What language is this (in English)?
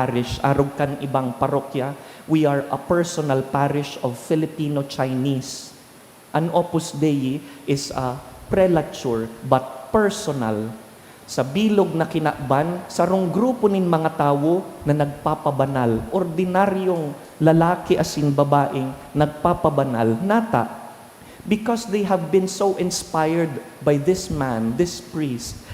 Bikol